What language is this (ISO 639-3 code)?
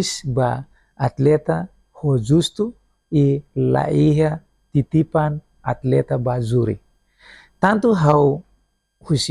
tet